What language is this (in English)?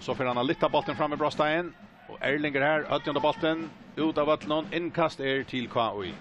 Faroese